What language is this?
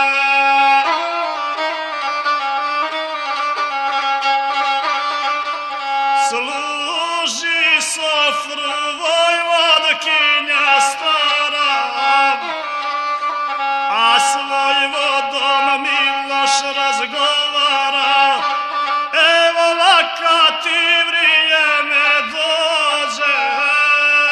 Serbian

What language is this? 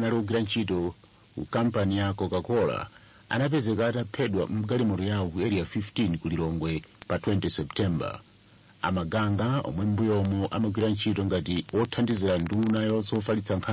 Nyanja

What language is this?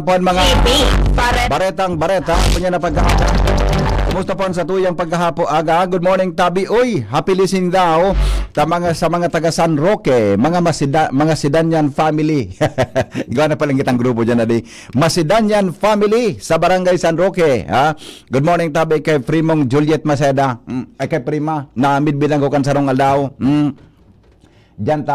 Bikol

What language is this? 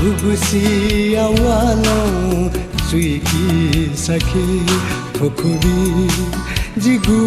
Newari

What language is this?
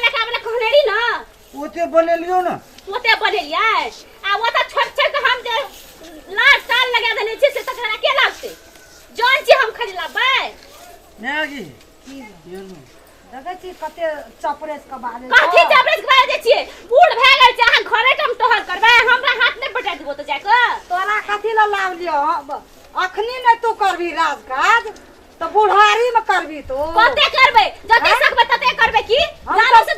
Maithili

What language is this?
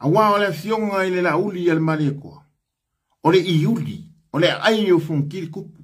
Samoan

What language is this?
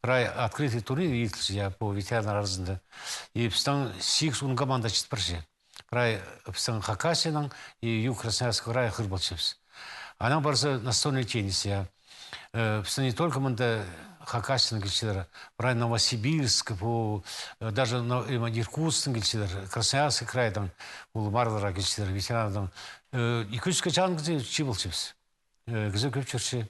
Khakas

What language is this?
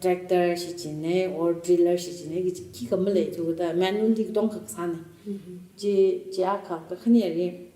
Tangkhul Naga (India)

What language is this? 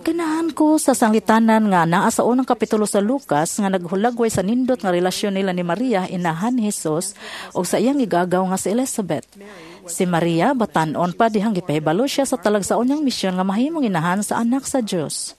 Cebuano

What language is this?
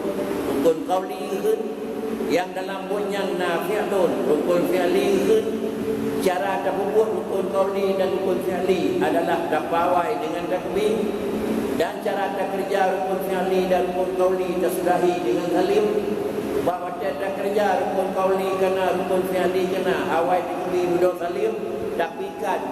Achinese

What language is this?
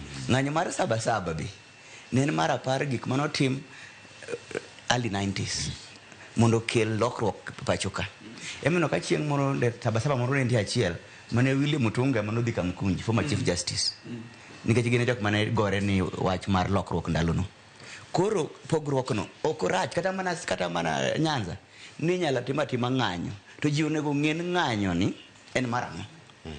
Luo (Kenya and Tanzania)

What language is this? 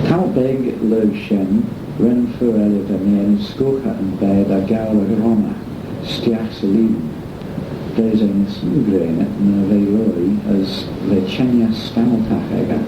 Manx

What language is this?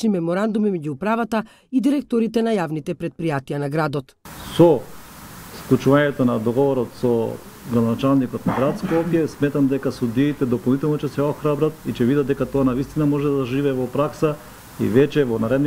Macedonian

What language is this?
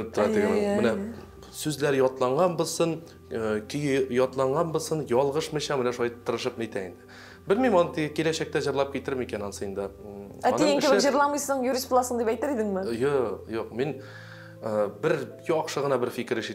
Tatar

